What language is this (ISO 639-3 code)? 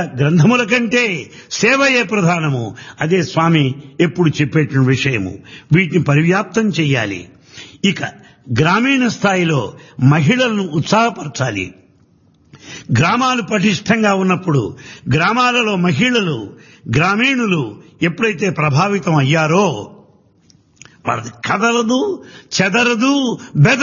tel